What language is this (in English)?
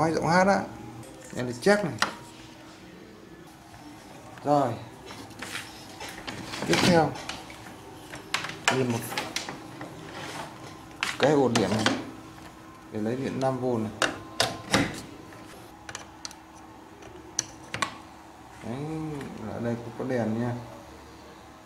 Vietnamese